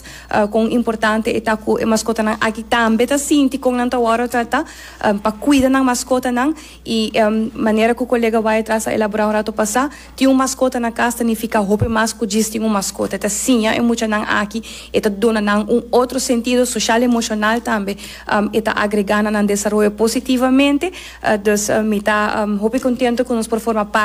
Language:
Papiamento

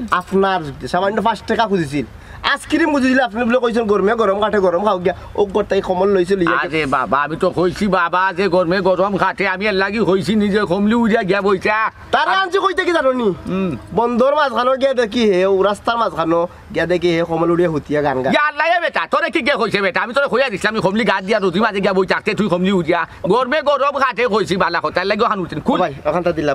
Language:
Sylheti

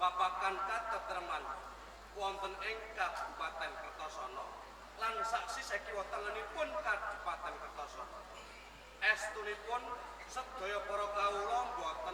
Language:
Javanese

